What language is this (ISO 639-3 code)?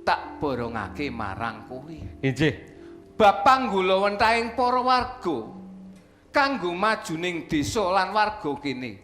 jav